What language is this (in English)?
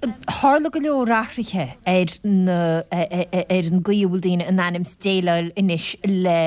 Irish